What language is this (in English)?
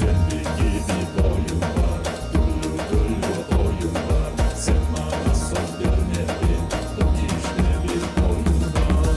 Crimean Tatar